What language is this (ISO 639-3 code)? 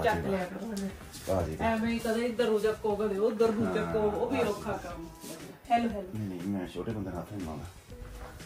pan